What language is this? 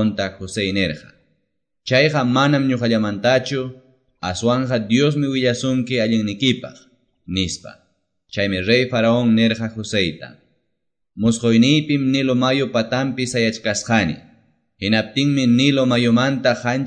Quechua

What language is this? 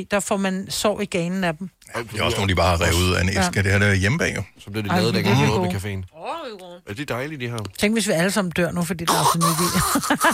Danish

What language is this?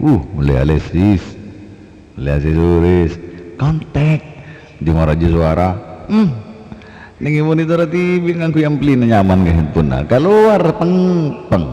Madurese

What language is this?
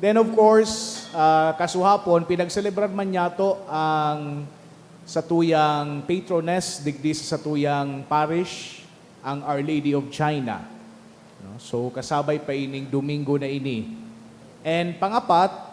Bikol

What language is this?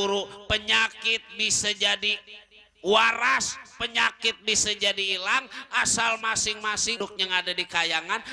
Betawi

